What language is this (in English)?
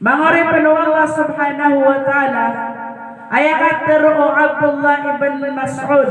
Maranao